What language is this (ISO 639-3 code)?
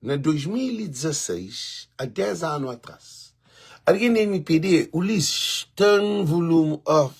kea